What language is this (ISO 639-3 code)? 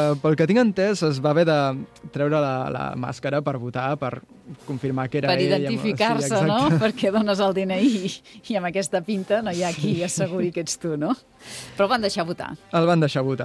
cat